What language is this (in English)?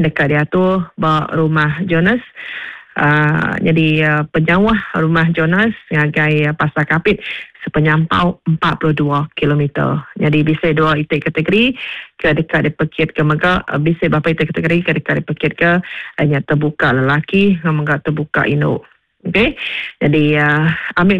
Iban